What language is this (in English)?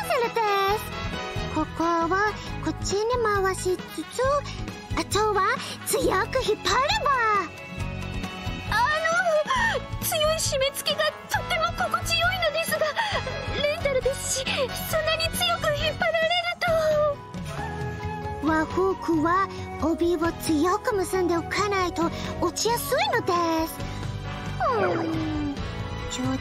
Japanese